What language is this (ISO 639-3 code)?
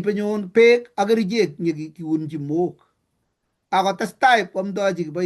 kln